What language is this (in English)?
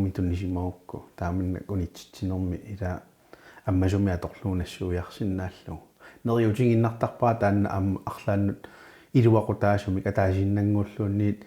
Kalaallisut